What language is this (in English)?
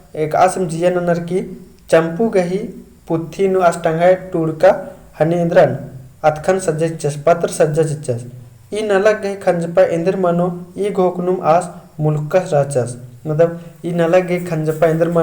Kurukh